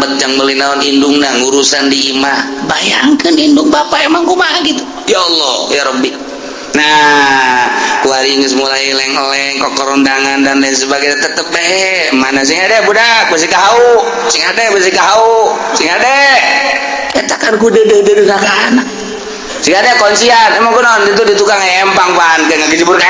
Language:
Sundanese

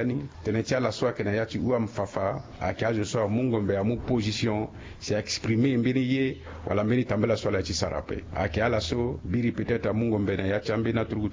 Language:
Sango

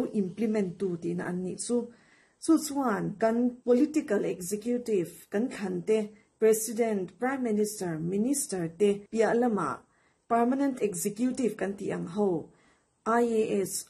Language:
Mizo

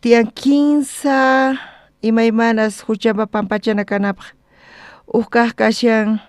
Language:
South Bolivian Quechua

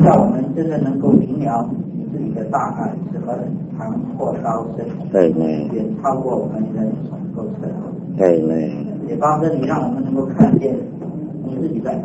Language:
Chinese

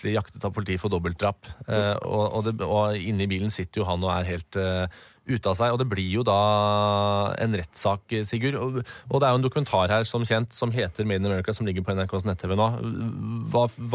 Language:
Norwegian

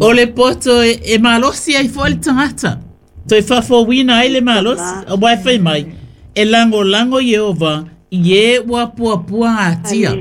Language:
Samoan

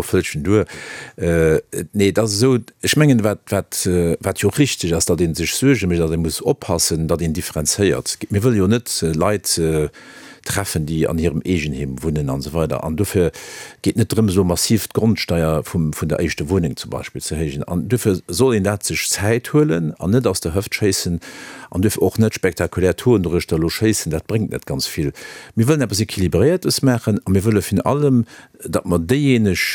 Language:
Luxembourgish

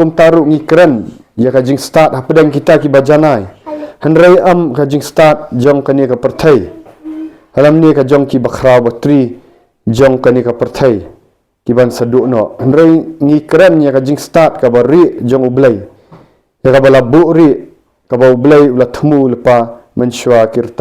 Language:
Khasi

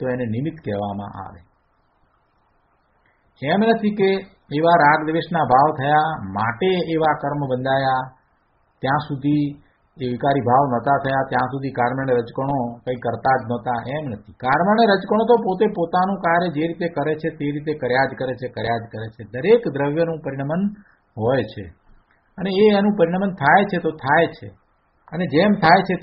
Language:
Gujarati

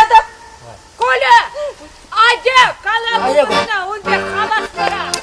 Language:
Chuvash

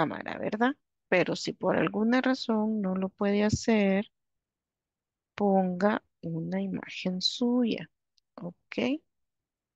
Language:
Spanish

